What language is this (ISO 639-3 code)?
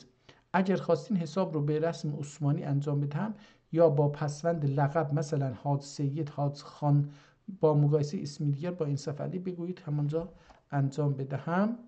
azb